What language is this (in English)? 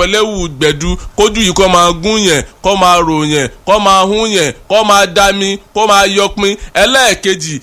Yoruba